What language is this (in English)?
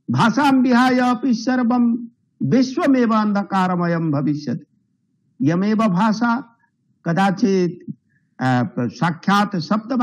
Sanskrit